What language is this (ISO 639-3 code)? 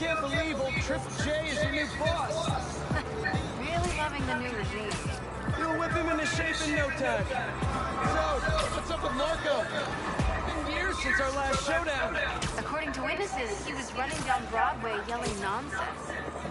eng